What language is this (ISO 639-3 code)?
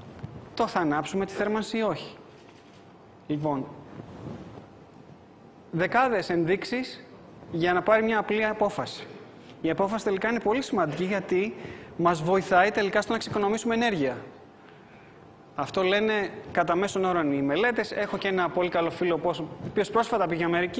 ell